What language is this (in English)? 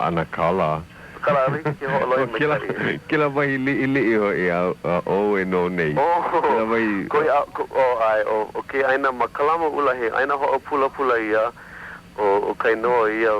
Hawaiian